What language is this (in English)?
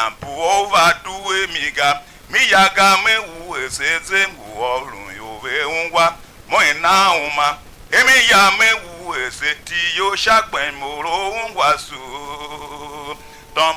Tiv